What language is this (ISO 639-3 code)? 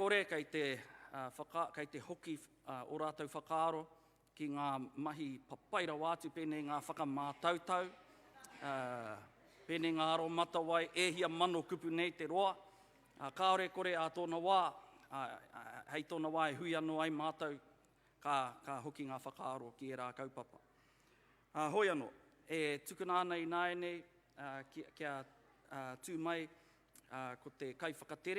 mri